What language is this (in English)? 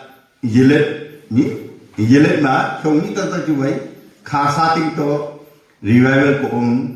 Wancho Naga